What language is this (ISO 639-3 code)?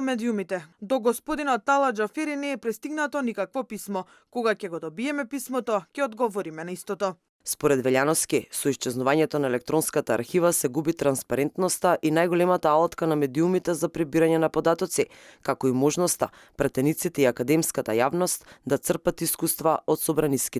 mkd